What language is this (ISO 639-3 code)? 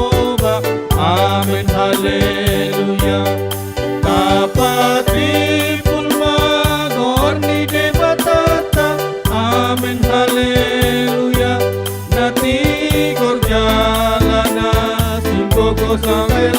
bbc